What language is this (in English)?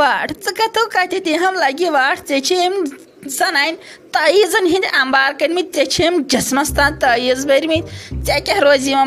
Kashmiri